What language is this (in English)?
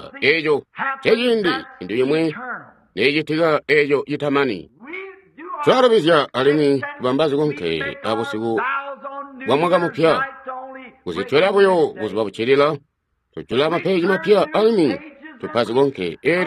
Tonga (Zambia)